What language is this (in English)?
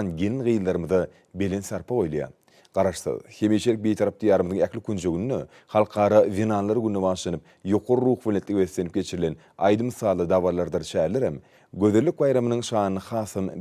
Turkmen